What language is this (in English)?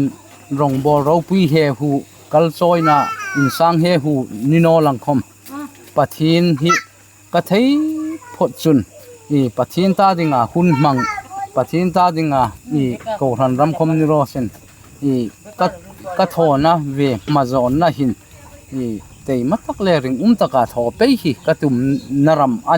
Hmar